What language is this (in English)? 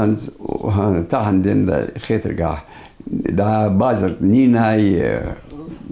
Ingush